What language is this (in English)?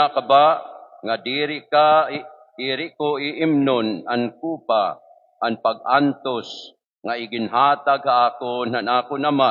Waray